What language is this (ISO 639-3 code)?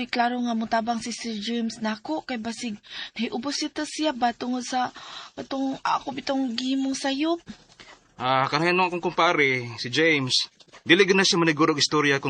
ceb